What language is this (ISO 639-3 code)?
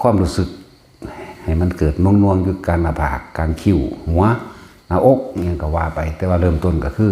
lao